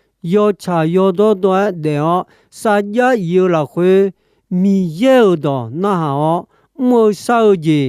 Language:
Akha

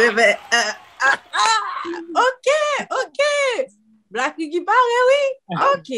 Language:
Haitian Creole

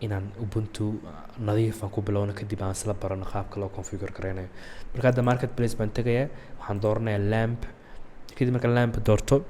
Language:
Somali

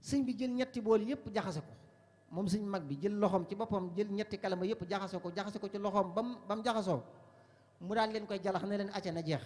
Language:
Wolof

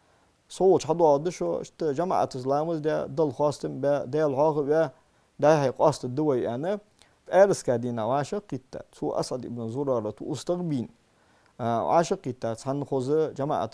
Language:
Ingush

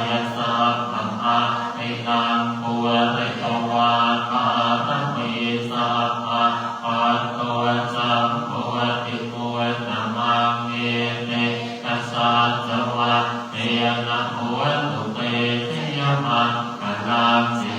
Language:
Pali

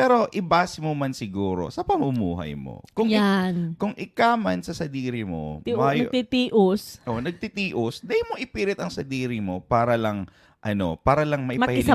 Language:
Bikol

